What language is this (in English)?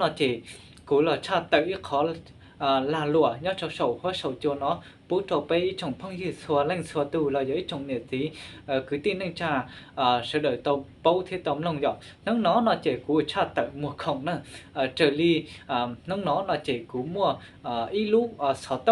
Hmong